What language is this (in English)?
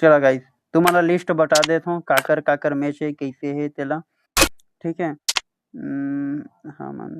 Chhattisgarhi